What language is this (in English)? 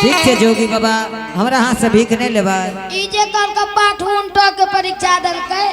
Angika